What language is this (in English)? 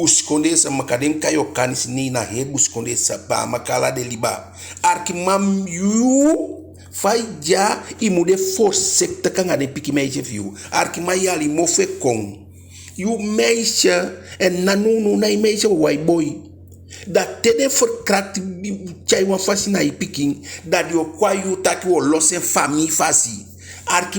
Eastern Maroon Creole